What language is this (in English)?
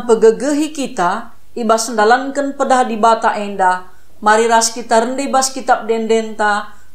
Batak Karo